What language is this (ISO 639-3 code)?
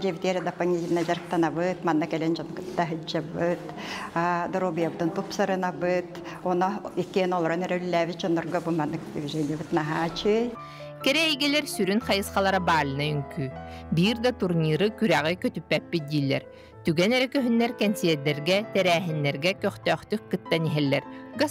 sah